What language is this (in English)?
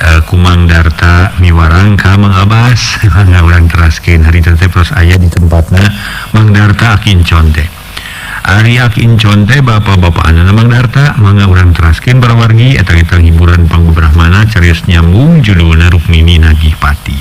Sundanese